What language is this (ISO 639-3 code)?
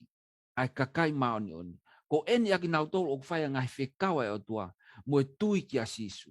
ton